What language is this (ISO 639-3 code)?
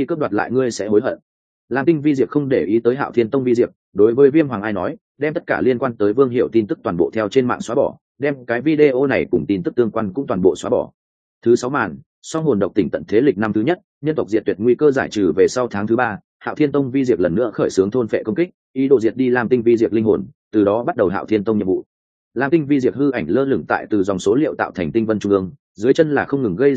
vie